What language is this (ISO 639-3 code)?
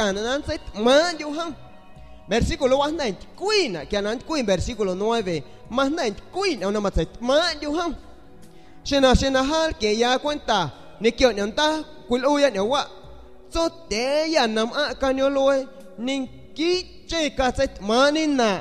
azg